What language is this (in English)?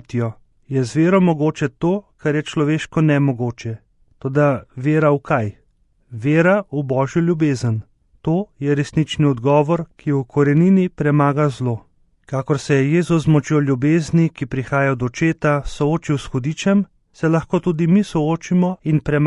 Slovenian